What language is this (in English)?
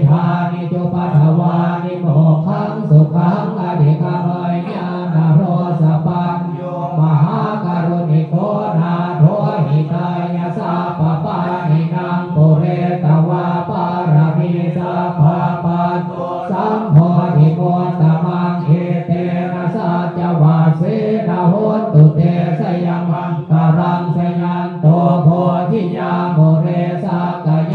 Pali